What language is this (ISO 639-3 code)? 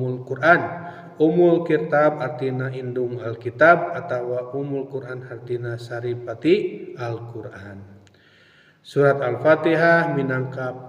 sun